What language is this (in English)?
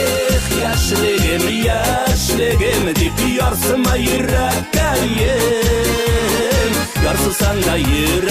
Bashkir